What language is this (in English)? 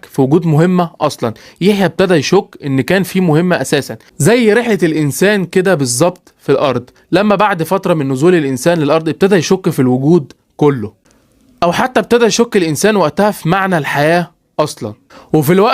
Egyptian Arabic